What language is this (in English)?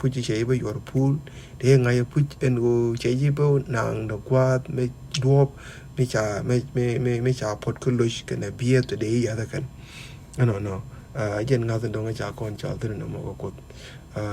Nuer